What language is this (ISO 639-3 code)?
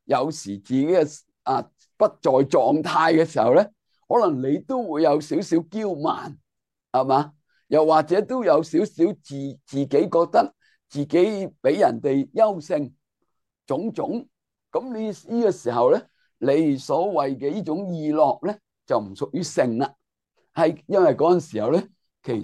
yue